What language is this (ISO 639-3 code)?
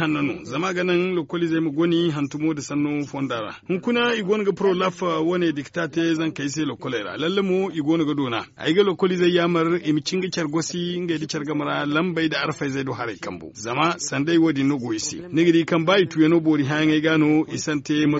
dje